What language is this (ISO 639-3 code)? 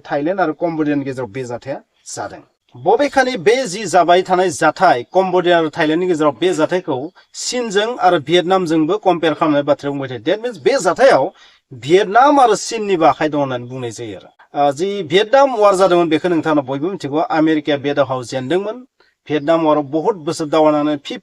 brx